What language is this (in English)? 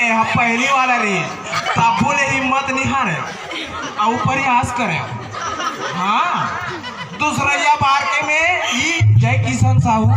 Chhattisgarhi